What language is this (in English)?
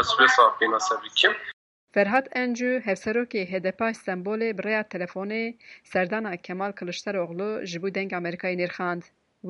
Kurdish